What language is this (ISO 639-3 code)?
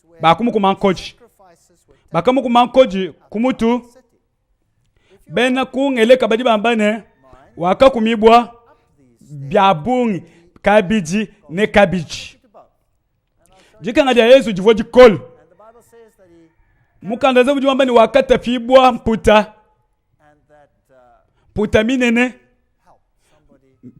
lua